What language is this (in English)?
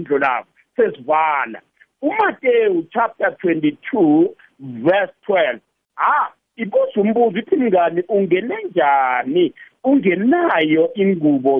South Ndebele